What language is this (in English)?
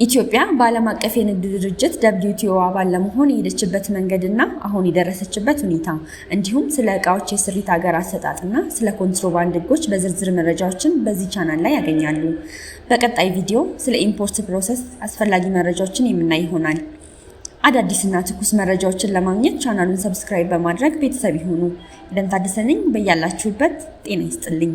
Amharic